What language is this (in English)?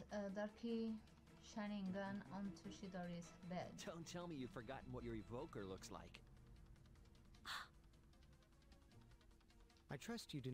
English